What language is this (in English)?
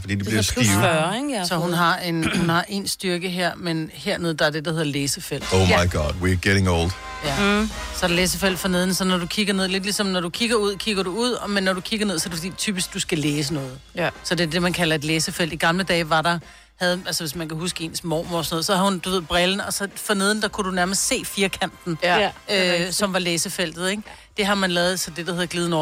Danish